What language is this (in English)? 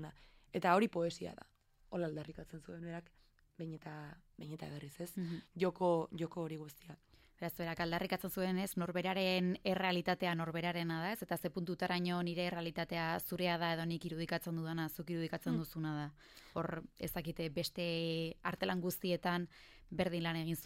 Basque